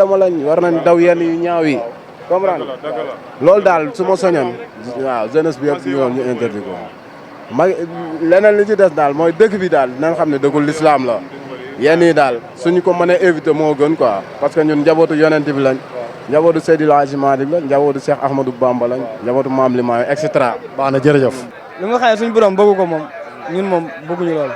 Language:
Wolof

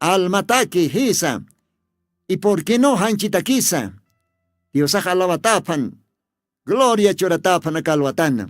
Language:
Aymara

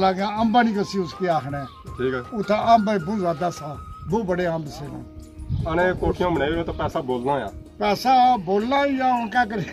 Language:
Pahari-Potwari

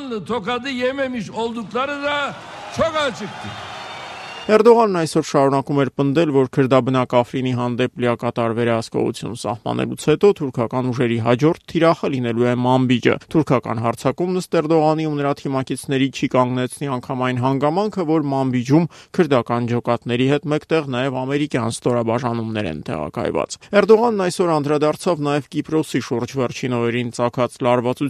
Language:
Armenian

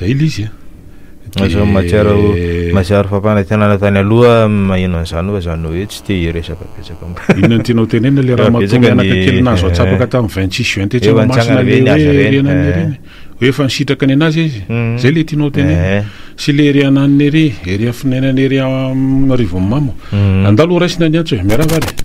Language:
Malagasy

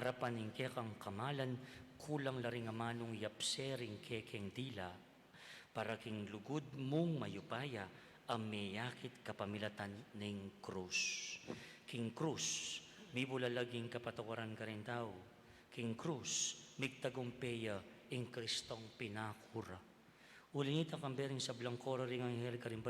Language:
Pampanga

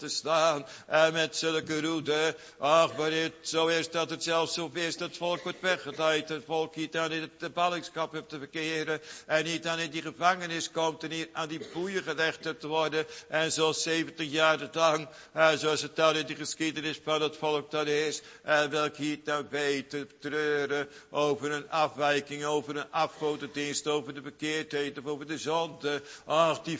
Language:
Dutch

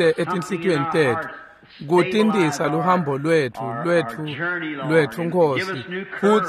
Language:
Swati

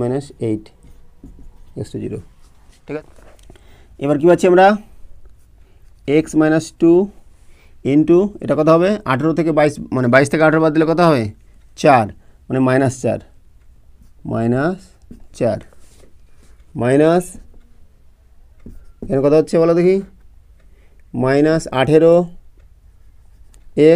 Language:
Bangla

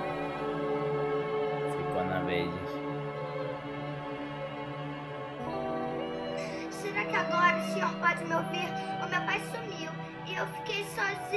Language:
Portuguese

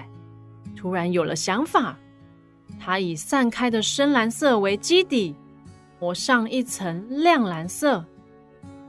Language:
Chinese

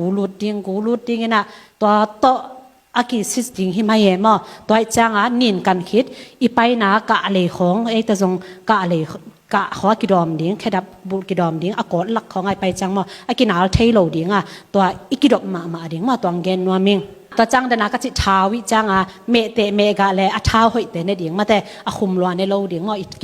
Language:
Tedim Chin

